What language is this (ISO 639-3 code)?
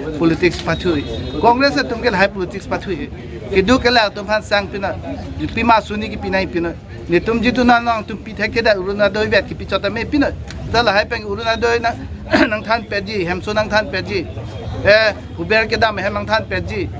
mjw